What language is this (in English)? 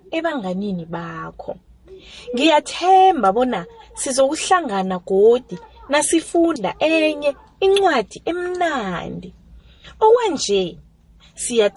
South Ndebele